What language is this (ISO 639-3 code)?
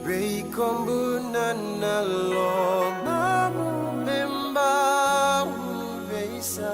fij